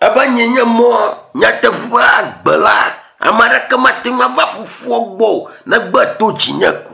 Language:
Ewe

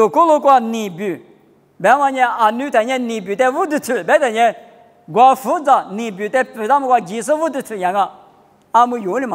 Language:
Lisu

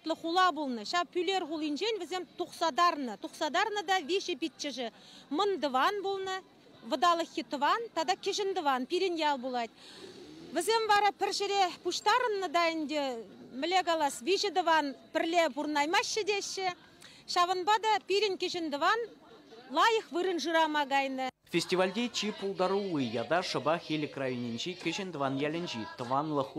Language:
Chuvash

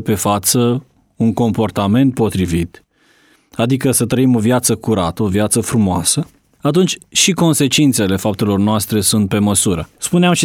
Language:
Romanian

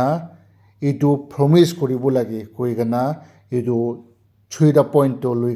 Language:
Naga Pidgin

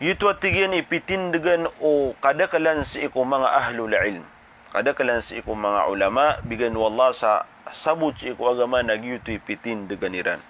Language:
Maranao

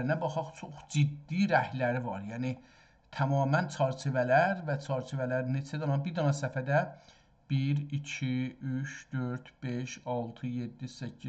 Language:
South Azerbaijani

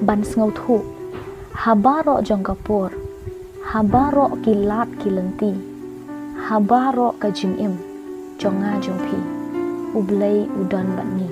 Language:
Khasi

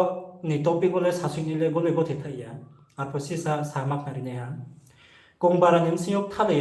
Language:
Riang (India)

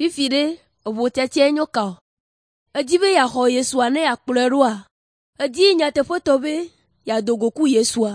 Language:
Ewe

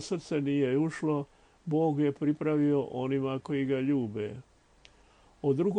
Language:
Croatian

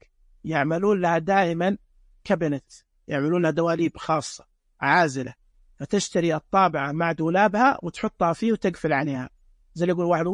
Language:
Najdi Arabic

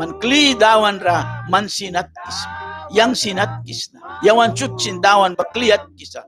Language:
Mískito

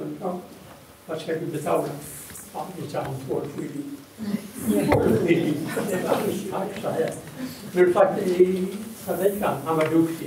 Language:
Swedish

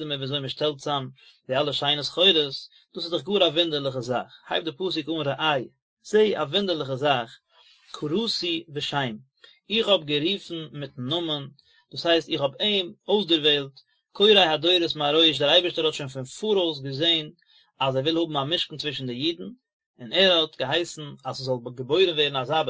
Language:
Yiddish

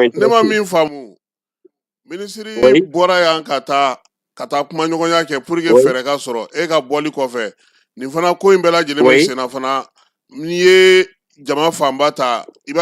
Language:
Bambara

